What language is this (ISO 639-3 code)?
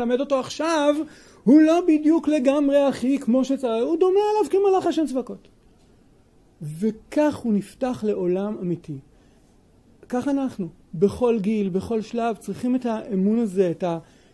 heb